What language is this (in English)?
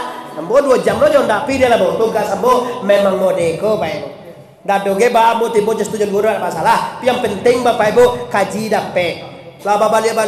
Minangkabau